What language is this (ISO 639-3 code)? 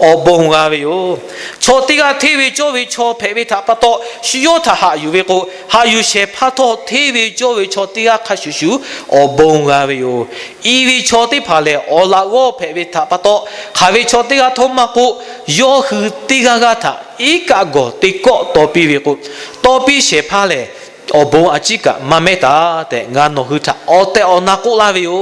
lhu